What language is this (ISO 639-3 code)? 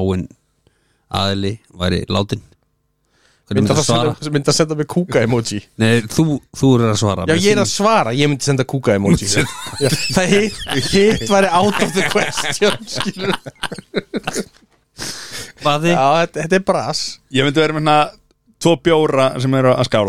isl